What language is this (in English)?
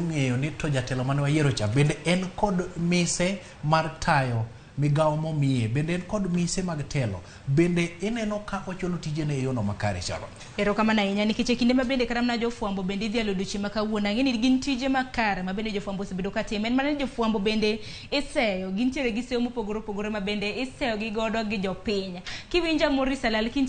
Luo (Kenya and Tanzania)